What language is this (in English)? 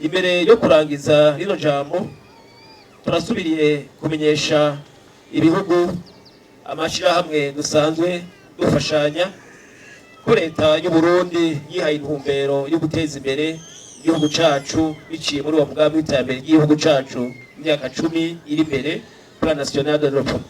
Rundi